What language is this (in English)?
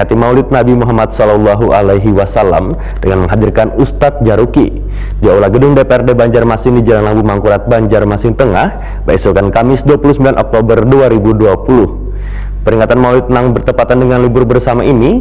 Banjar